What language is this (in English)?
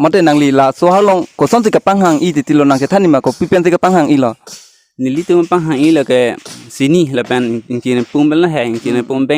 Karbi